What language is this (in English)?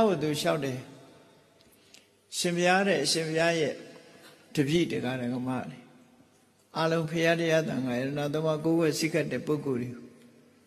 Burmese